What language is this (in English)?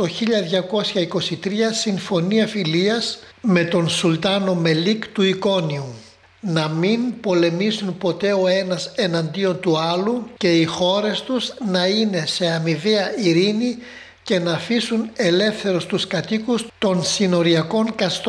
Greek